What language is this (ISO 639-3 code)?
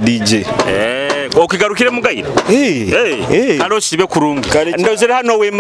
nyo